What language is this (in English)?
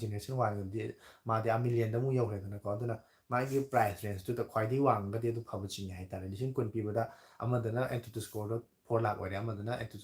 Manipuri